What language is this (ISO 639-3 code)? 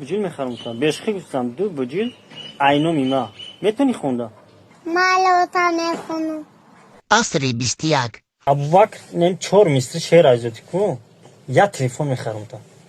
tgk